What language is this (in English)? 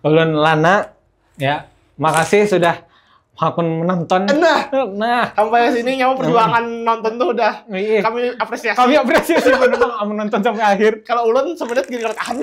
Banjar